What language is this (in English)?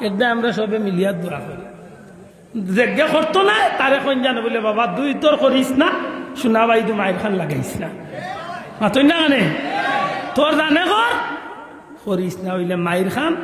Sylheti